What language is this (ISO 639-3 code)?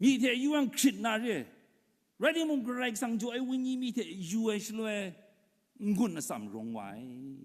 kac